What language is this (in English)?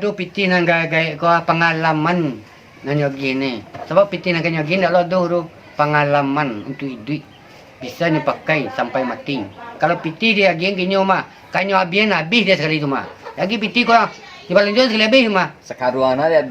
Minangkabau